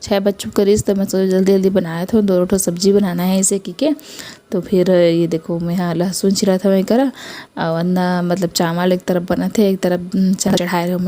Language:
Chhattisgarhi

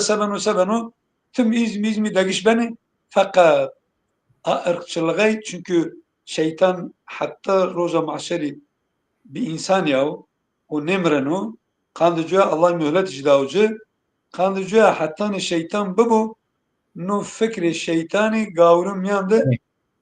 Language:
Zaza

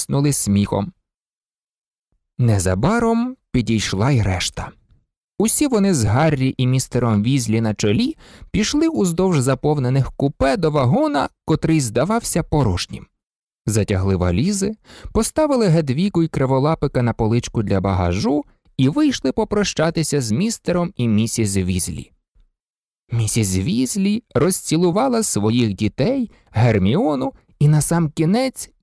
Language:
Ukrainian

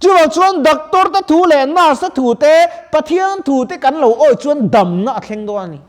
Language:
Mizo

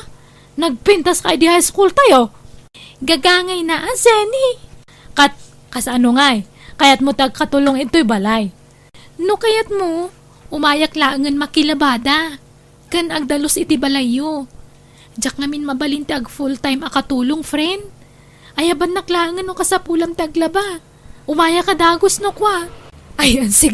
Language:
Iloko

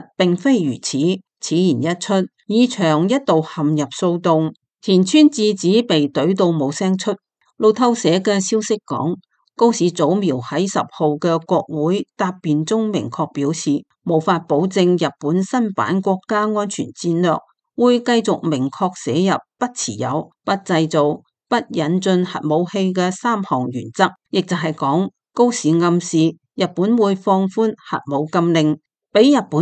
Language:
Cantonese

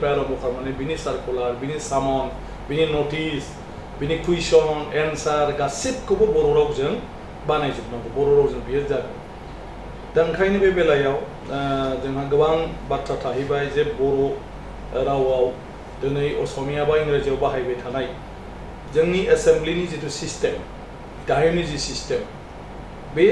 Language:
Bodo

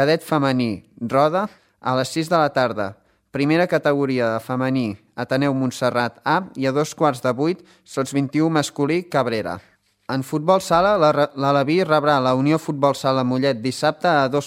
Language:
Catalan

